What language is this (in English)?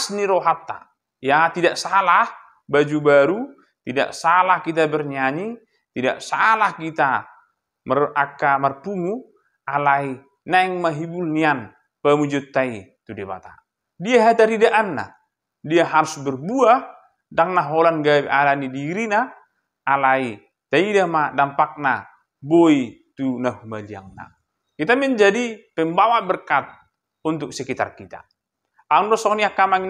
Batak Toba